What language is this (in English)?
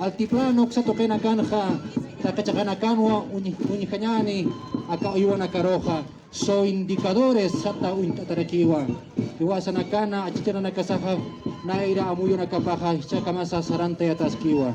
Aymara